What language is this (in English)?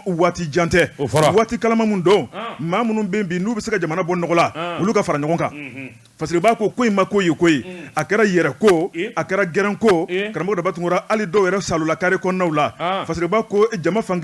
Bambara